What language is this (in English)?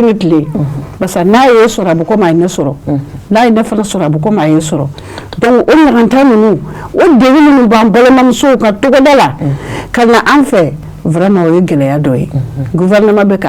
Bambara